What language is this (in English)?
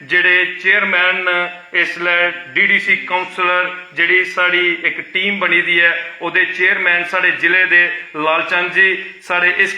Dogri